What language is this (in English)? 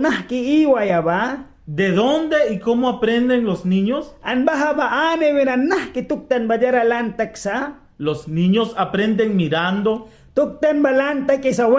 Mískito